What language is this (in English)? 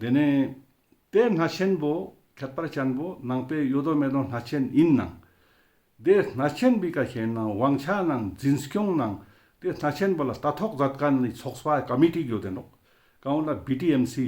Ladakhi